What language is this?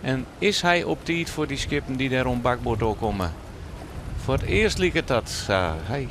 Western Frisian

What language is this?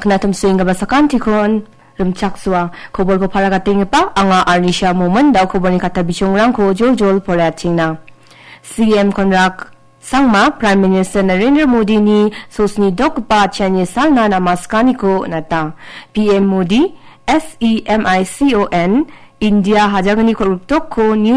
Garo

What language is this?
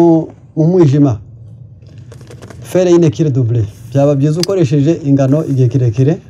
Kinyarwanda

